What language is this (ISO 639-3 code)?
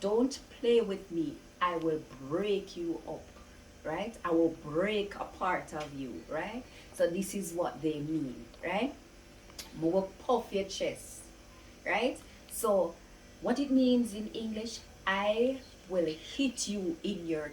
jam